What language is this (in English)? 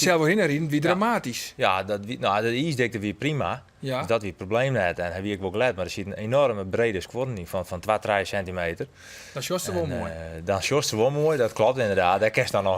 Western Frisian